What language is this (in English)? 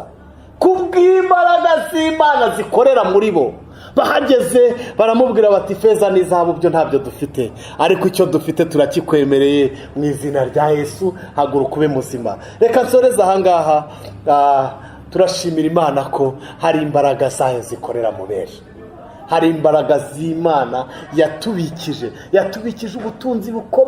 Kinyarwanda